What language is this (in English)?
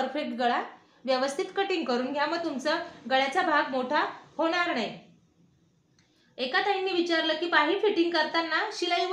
Marathi